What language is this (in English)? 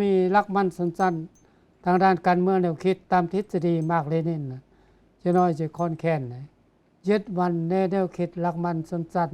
Lao